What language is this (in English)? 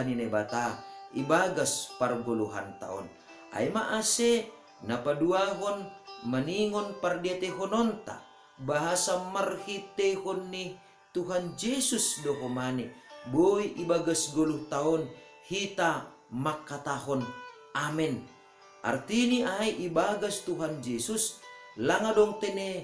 Batak Simalungun